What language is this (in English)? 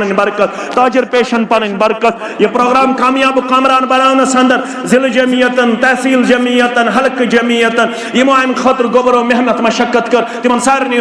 Kashmiri